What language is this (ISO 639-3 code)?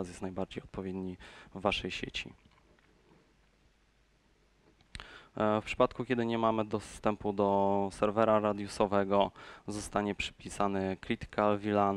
pol